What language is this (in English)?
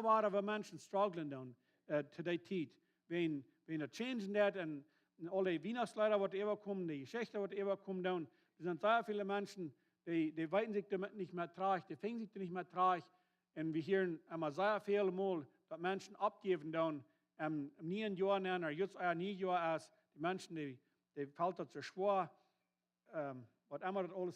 Plautdietsch